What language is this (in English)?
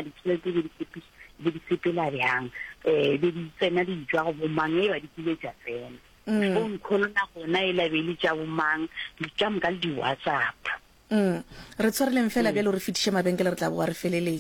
Northern Sotho